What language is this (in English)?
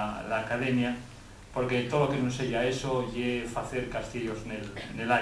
Asturian